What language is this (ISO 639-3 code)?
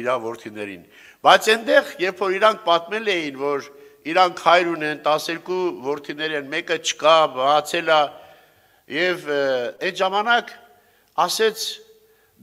hye